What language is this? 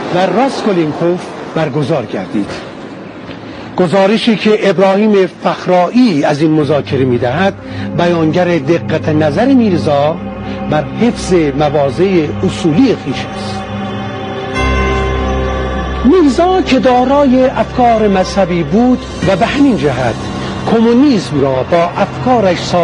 Persian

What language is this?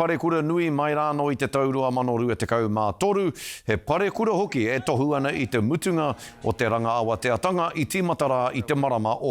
Māori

